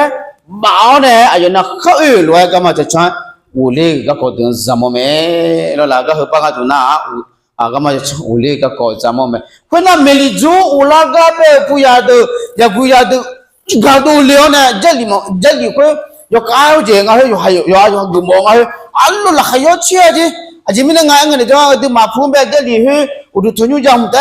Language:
Akha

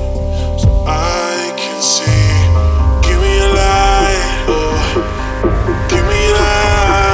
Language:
English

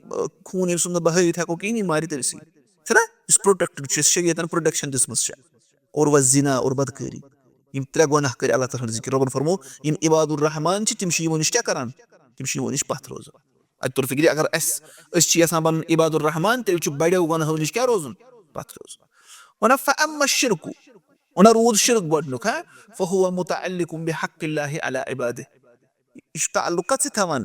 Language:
Kashmiri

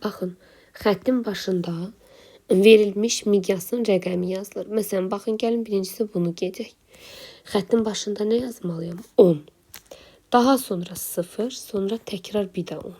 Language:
Azerbaijani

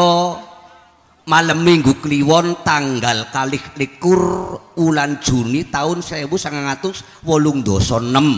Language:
Javanese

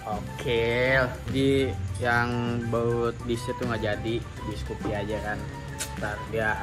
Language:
Indonesian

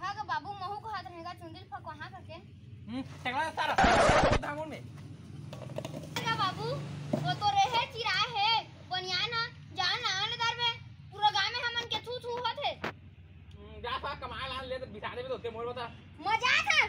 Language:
Chhattisgarhi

